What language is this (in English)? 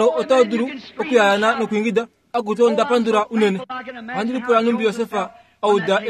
Kuanyama